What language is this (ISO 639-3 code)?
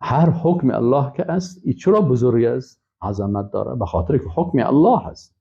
fas